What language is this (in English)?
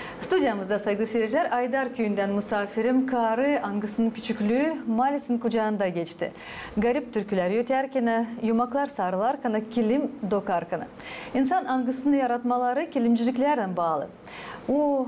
Gagauz